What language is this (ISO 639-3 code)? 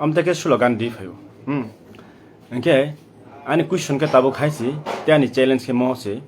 trp